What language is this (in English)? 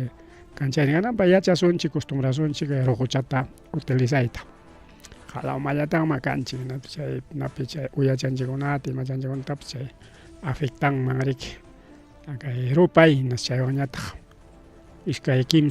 Ayacucho Quechua